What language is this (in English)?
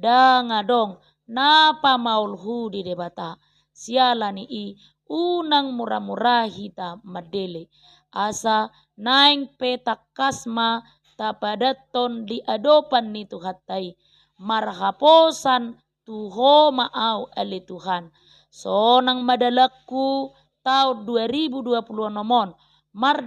Batak Toba